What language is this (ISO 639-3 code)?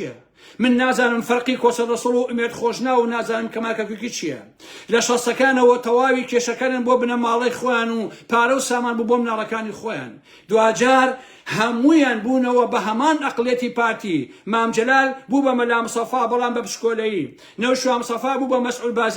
ckb